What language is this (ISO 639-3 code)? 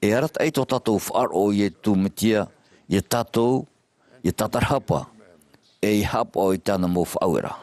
tah